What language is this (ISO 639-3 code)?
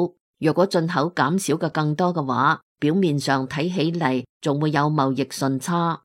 yue